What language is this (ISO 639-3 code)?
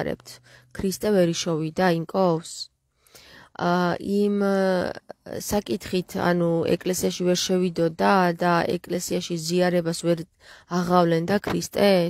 kat